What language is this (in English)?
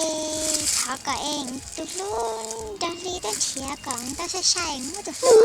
Hmong